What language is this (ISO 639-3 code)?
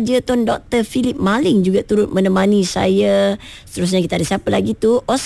msa